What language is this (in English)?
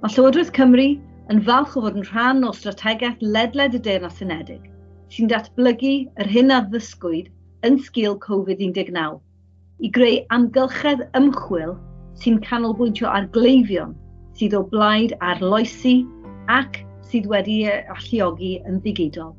Welsh